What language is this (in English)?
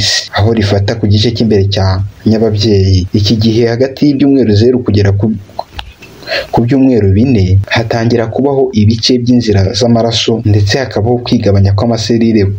Kinyarwanda